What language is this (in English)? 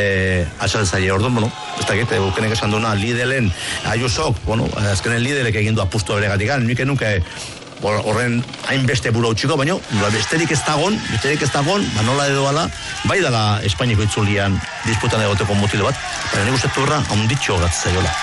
Basque